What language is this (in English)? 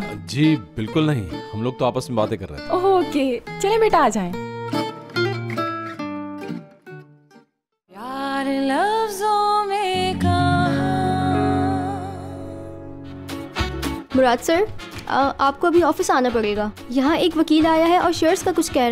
Hindi